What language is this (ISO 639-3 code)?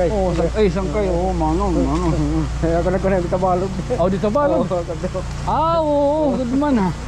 war